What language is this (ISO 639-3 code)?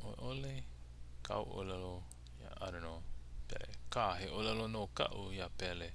haw